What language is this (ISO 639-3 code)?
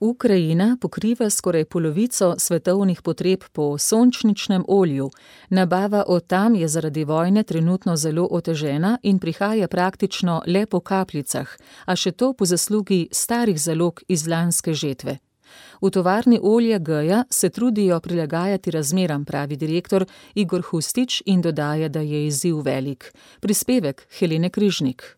slv